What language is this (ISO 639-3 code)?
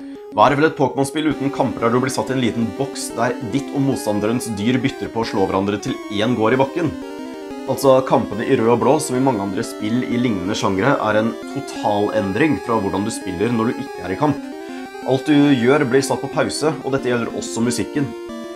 nor